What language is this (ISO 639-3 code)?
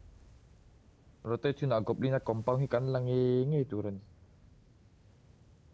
vie